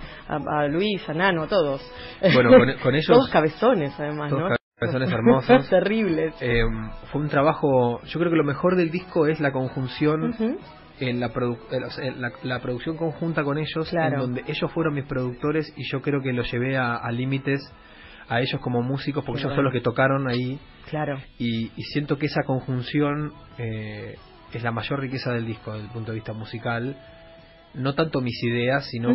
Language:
Spanish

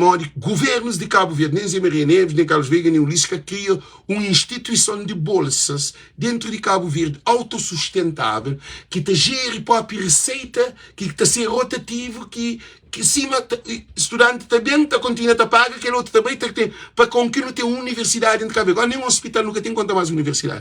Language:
Kabuverdianu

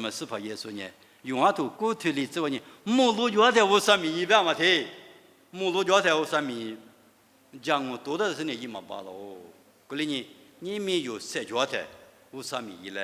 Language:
Lisu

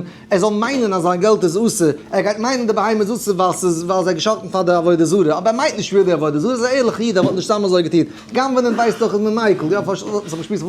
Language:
Yiddish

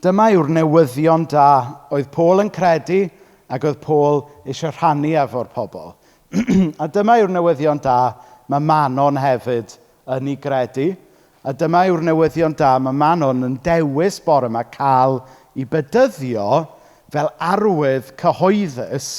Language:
Welsh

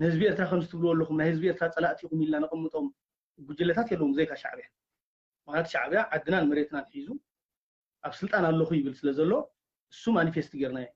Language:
Tigrinya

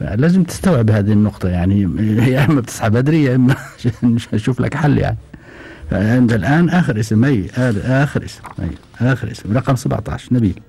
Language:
Gulf Arabic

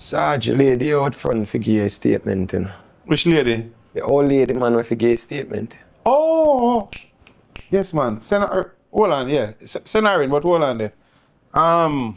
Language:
Jamaican Creole English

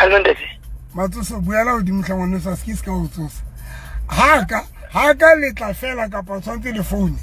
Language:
Southern Sotho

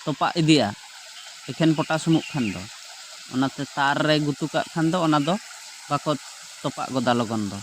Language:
Santali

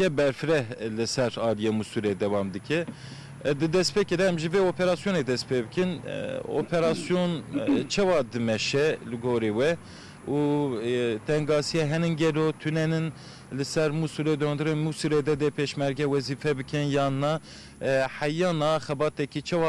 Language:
Kurdish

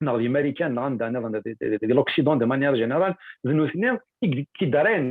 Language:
Kabyle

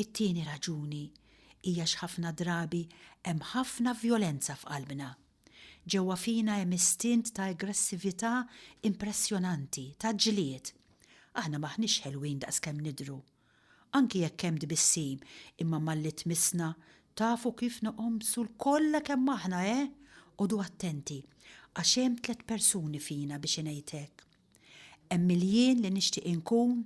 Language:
Maltese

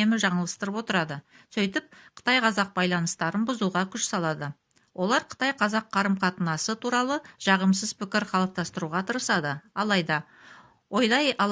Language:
Kazakh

